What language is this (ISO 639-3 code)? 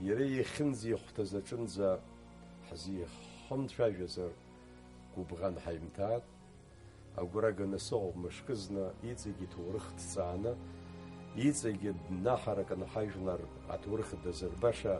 abk